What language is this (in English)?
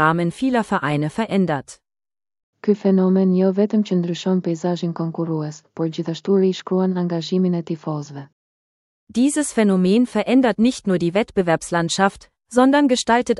Albanian